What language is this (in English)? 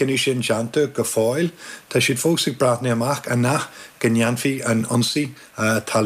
Irish